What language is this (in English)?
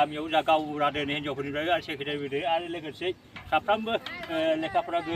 Bodo